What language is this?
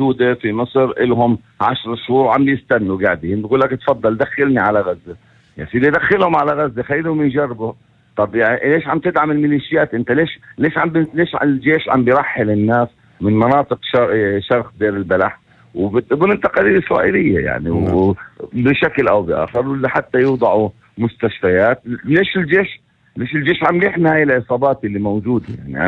North Levantine Arabic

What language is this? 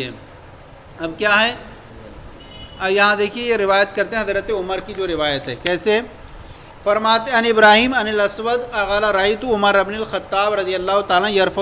Urdu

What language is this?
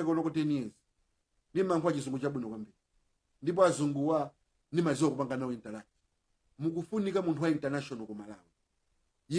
Nyanja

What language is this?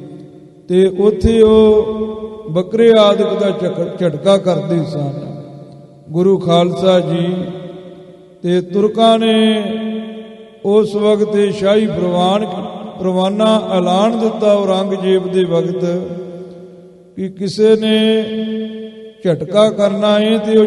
Punjabi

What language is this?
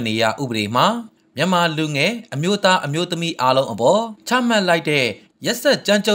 Burmese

